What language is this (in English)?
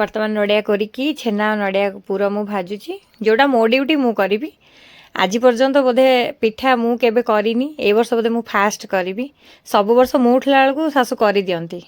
Odia